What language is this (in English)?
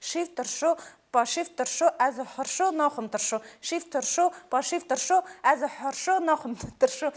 Kurdish